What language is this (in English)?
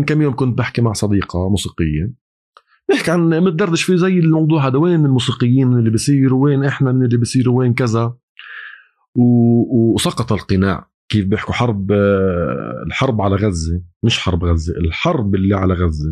North Levantine Arabic